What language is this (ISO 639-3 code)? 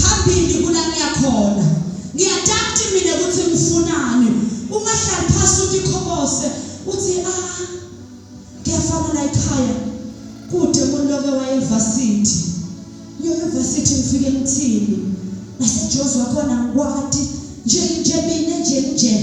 zul